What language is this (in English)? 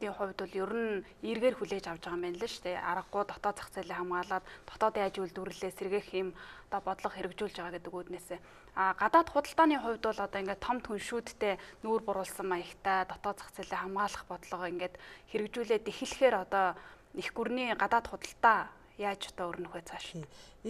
Mongolian